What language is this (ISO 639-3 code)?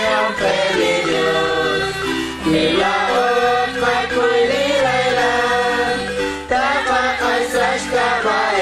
kek